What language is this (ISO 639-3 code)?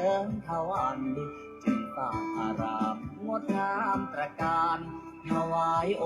pli